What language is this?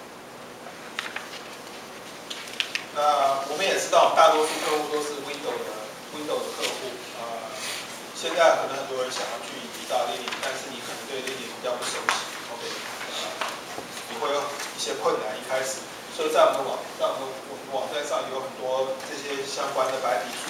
Chinese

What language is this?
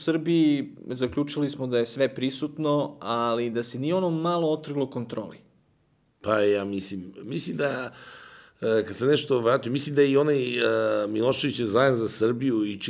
Serbian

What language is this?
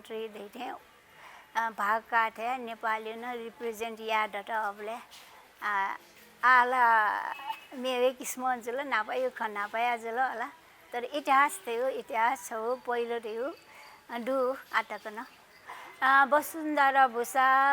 Newari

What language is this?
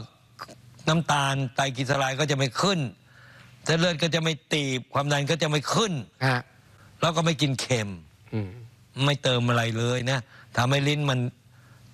Thai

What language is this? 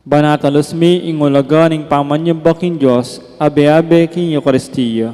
Pampanga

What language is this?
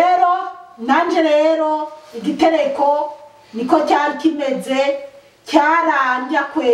Rundi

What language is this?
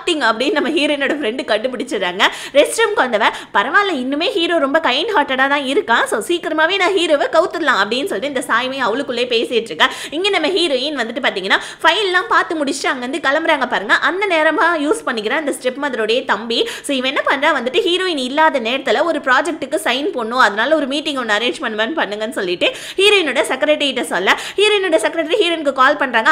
Tamil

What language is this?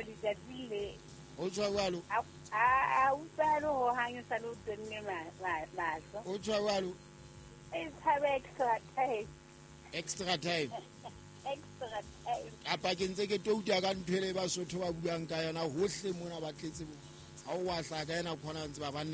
Southern Sotho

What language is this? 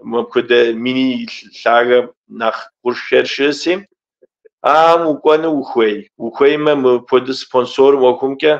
Kabardian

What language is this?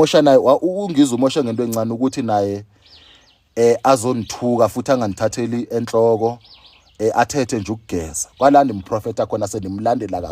Zulu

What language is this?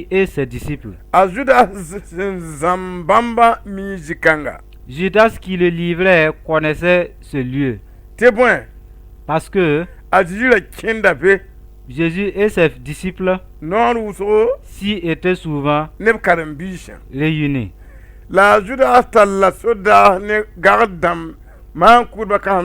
Mossi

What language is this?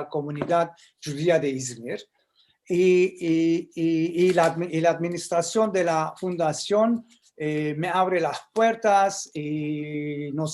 Ladino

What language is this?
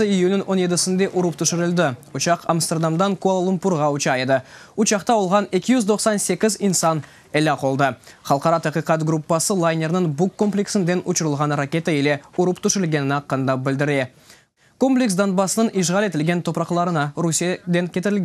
Crimean Tatar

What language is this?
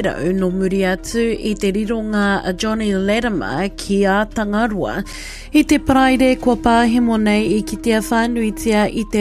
Māori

